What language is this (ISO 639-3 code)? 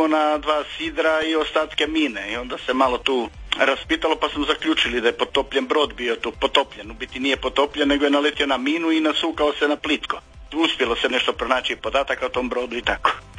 hrv